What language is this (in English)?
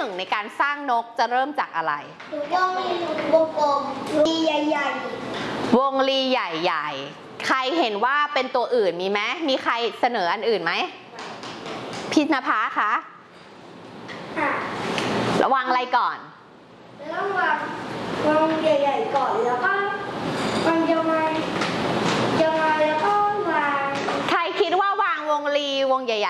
Thai